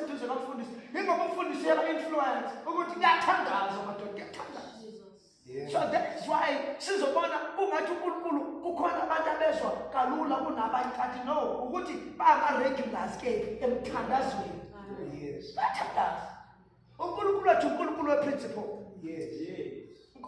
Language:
Zulu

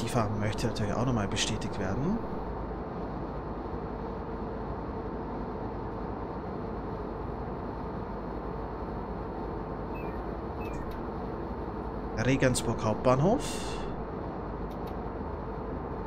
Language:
German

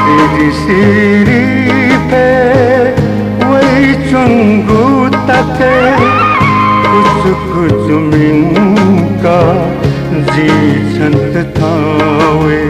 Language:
Newari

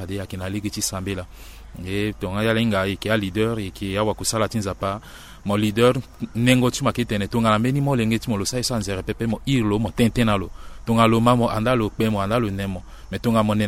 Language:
Sango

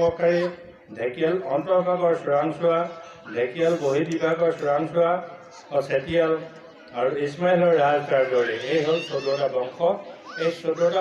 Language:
Assamese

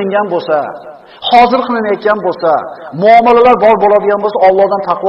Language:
Uzbek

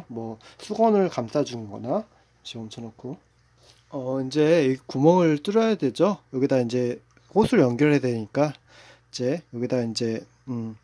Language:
Korean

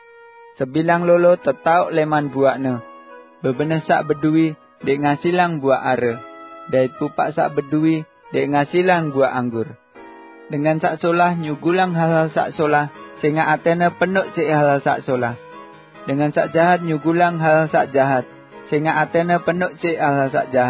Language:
Sasak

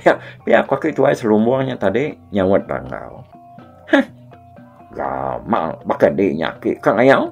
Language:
Iban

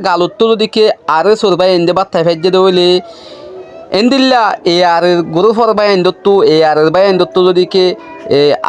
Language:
Rohingya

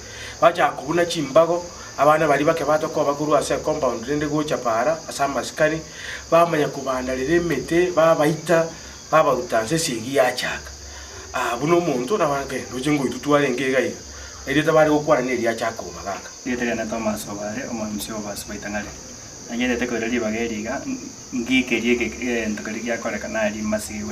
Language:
Gusii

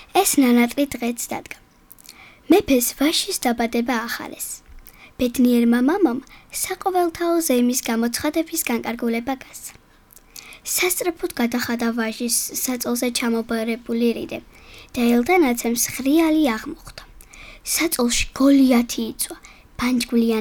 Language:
Georgian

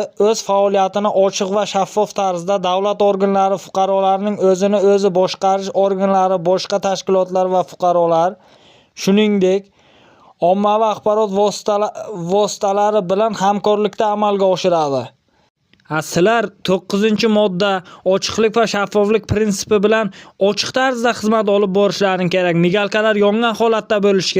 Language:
Uzbek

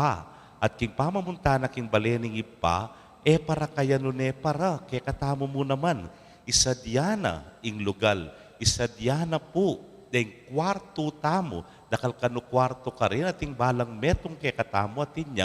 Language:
Pampanga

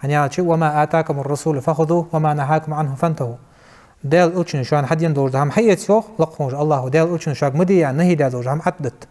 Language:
Ingush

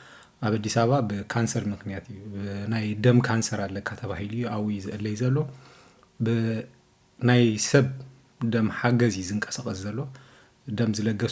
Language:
Tigrinya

